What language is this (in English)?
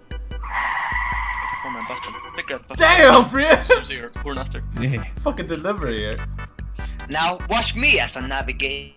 Faroese